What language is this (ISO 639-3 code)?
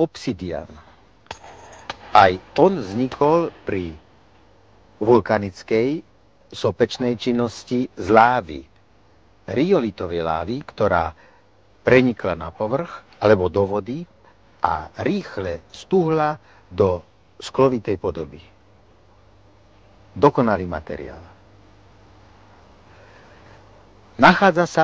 slk